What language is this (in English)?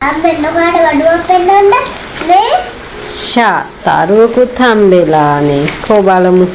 Sinhala